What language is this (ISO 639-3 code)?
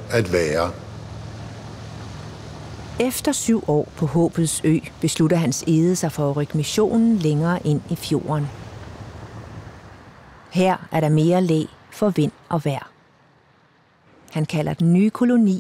dan